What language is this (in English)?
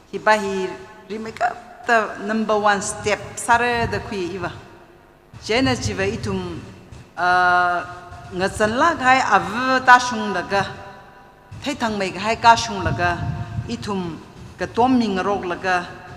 Tangkhul Naga (India)